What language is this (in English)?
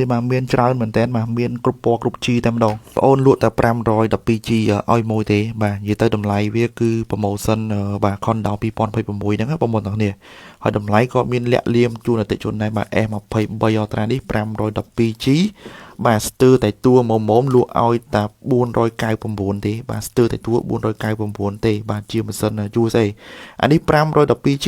Khmer